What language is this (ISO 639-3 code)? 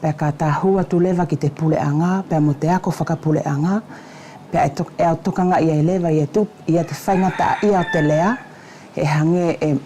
wls